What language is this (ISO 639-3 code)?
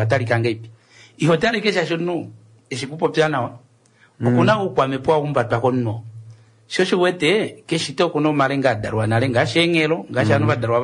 kua